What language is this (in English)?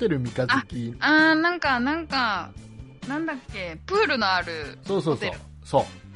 Japanese